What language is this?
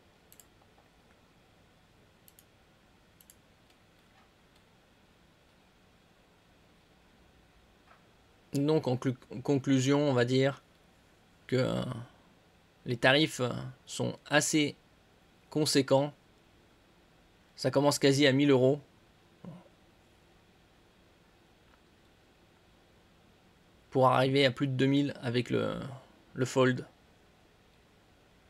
French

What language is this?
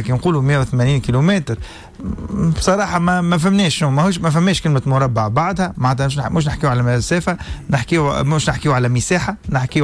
Tunisian Arabic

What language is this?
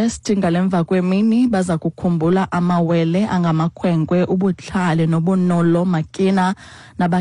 Xhosa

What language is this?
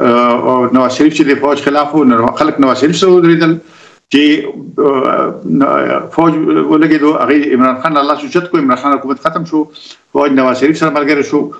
Pashto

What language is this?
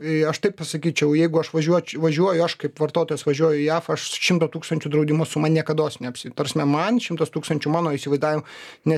Lithuanian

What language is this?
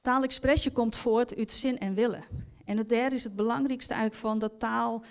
Western Frisian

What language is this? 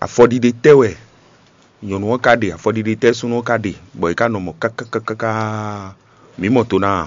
Fon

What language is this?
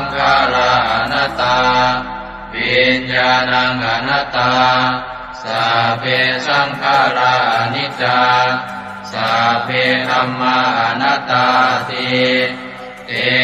Pali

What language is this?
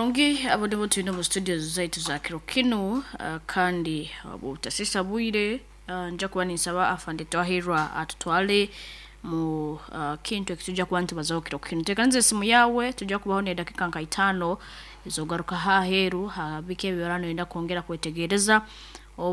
Nyankole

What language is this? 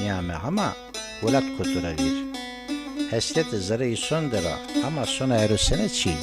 Zaza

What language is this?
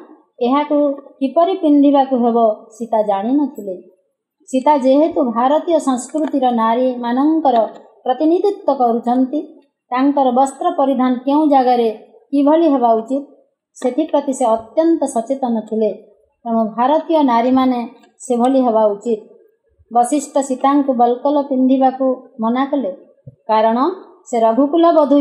Odia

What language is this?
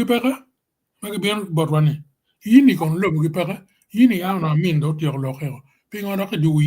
Acoli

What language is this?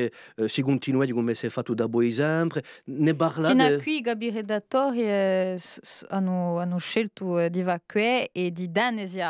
Corsican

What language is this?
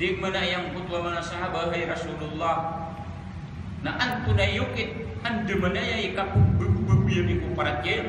Maranao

